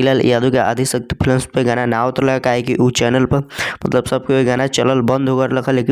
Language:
Bhojpuri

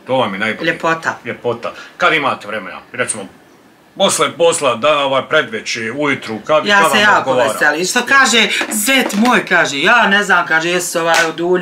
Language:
Bosnian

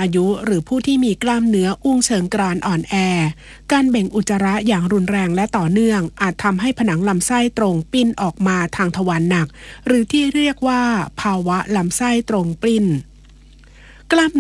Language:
Thai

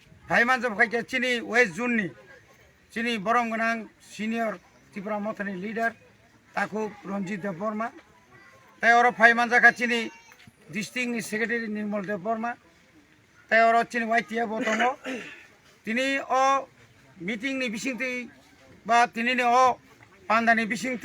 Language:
Kok Borok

